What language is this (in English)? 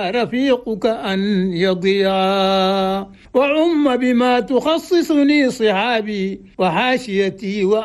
Chadian Arabic